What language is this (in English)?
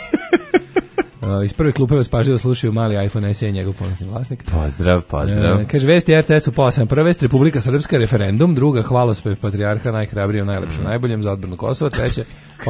Serbian